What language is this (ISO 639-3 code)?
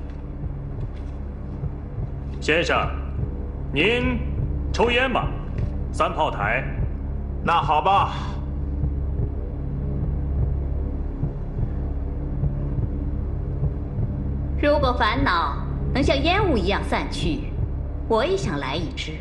zho